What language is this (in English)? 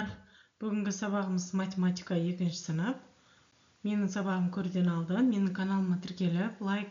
Kazakh